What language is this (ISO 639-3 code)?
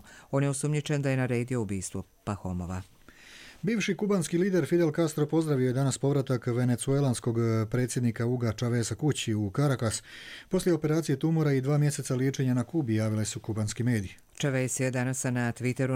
hrv